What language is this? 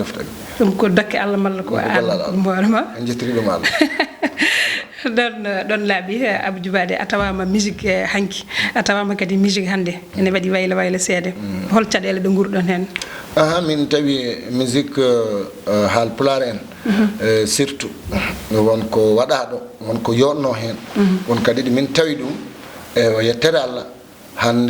Fula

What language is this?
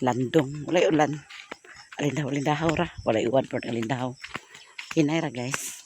Cebuano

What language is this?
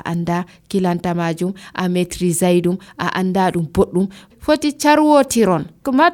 Nigerian Fulfulde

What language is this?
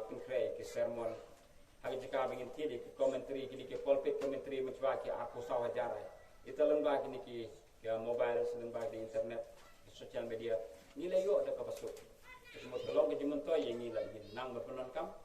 Khasi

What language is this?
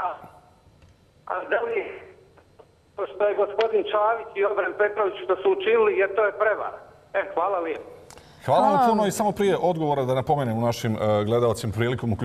Bosnian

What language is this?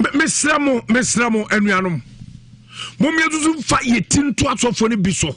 Akan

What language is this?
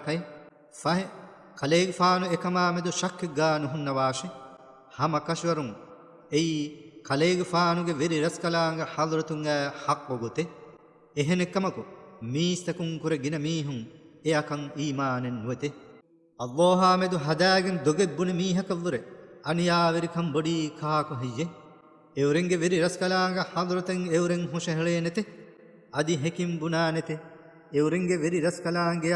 Divehi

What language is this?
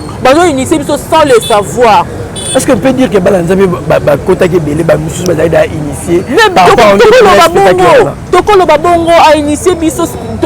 Lingala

